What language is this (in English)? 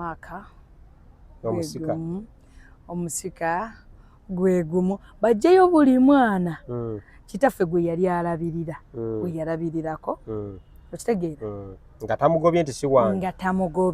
Ganda